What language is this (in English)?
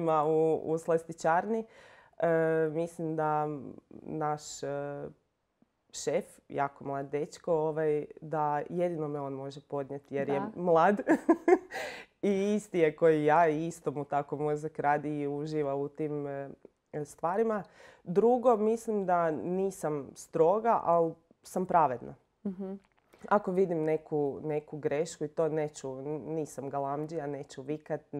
Croatian